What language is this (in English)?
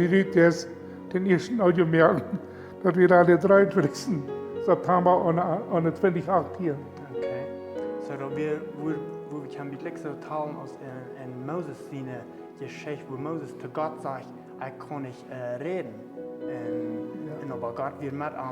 Plautdietsch